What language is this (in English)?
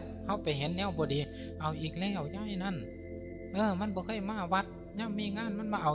Northeastern Thai